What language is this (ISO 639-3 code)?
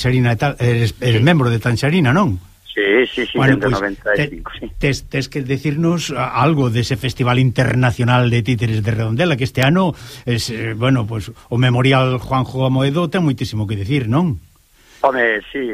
glg